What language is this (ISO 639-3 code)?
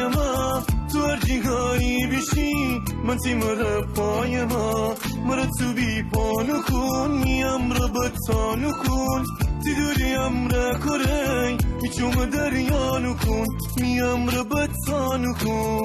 glk